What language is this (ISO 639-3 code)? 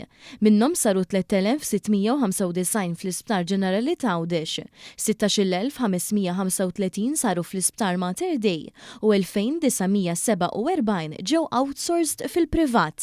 mlt